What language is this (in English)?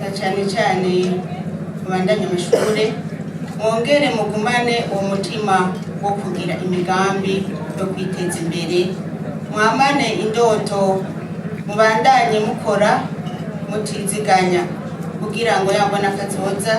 Rundi